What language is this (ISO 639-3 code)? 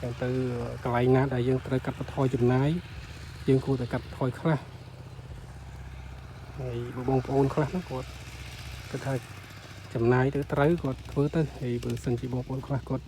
khm